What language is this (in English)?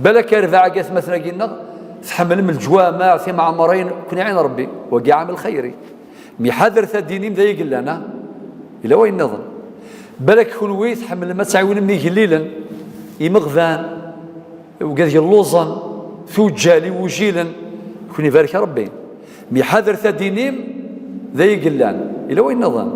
Kabyle